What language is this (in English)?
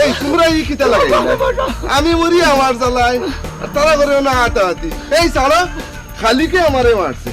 Sylheti